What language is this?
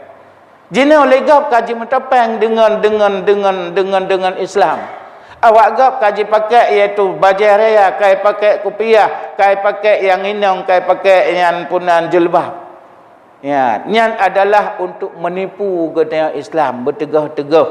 Achinese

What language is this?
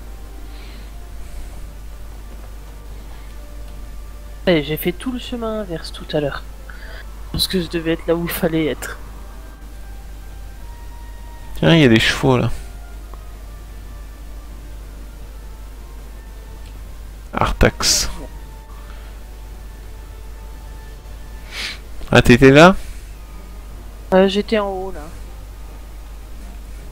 French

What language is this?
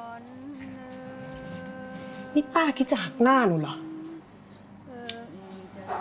Thai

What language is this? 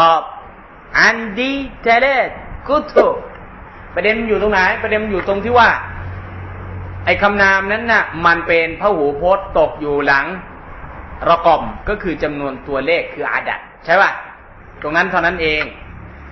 Thai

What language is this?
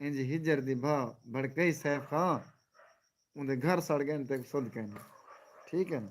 Saraiki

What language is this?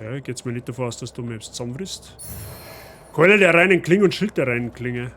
Bavarian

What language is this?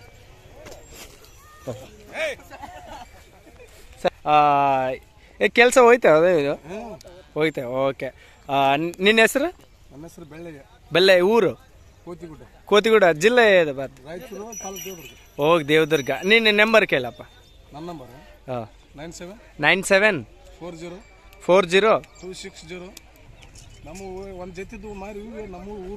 Kannada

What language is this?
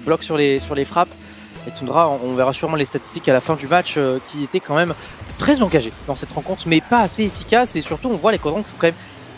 French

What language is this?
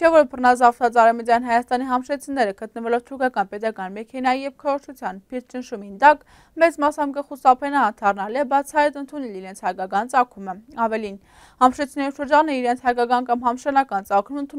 Armenian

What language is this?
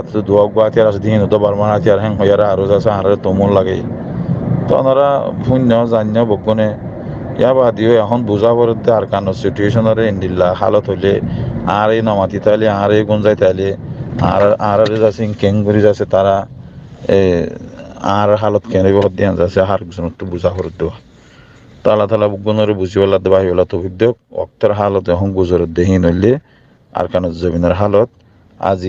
Rohingya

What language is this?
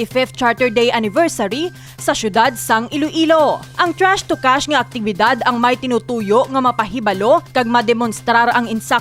Hiligaynon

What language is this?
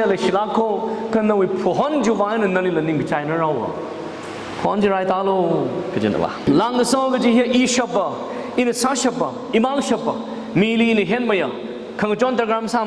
Tangkhul Naga (India)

